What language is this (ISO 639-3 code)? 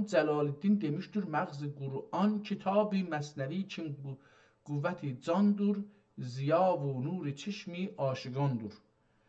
azb